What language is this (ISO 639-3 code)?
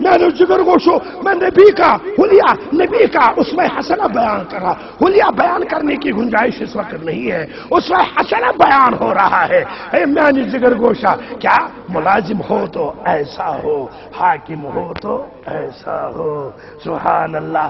kas